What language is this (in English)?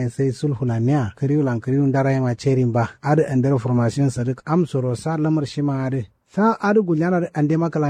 Kanuri